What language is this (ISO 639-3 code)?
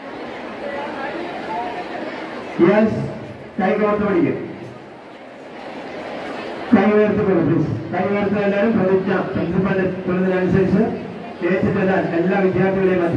mal